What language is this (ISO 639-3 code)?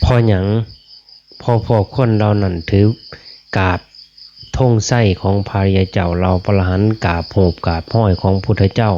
lao